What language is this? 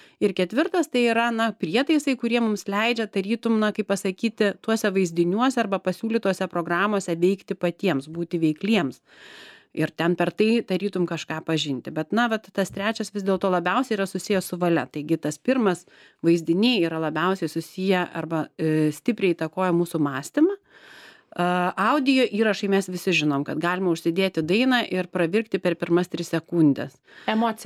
Lithuanian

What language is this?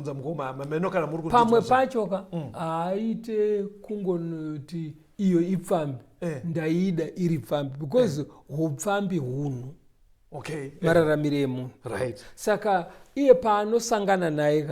Shona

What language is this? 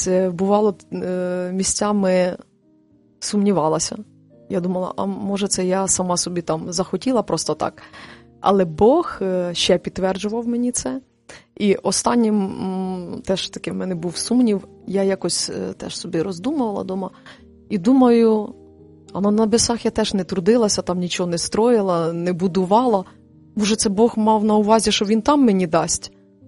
Ukrainian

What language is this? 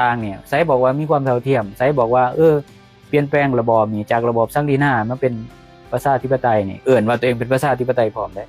Lao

